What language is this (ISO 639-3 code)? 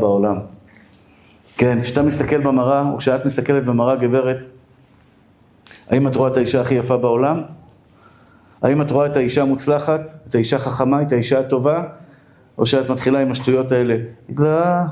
heb